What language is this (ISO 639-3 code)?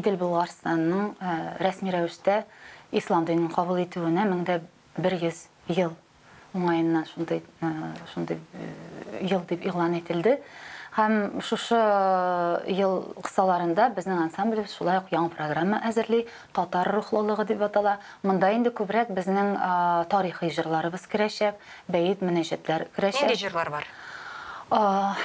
tat